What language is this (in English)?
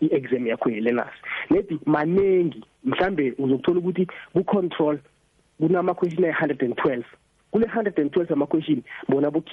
South Ndebele